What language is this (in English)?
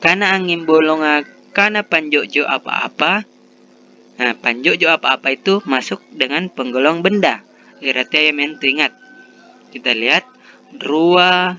Makasar